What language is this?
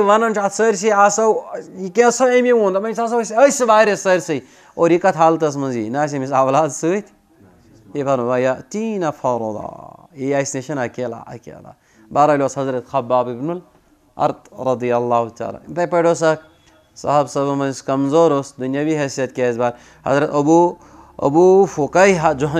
Kashmiri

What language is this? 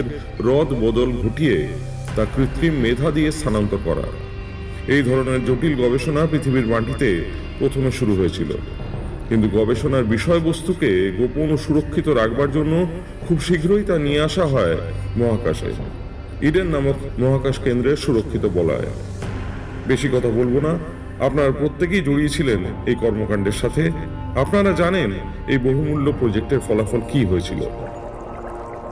Bangla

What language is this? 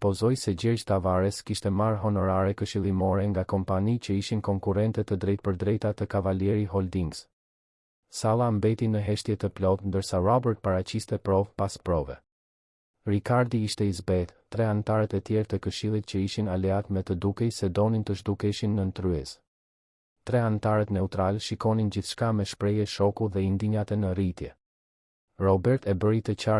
Albanian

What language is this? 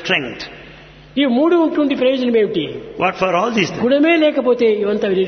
Telugu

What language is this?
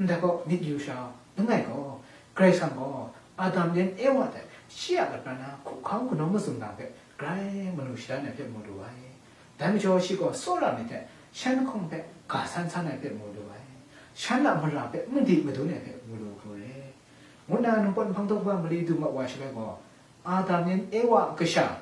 Kachin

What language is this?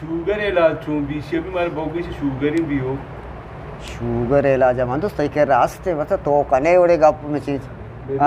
Eastern Balochi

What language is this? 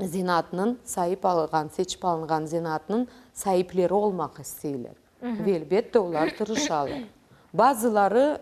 Crimean Tatar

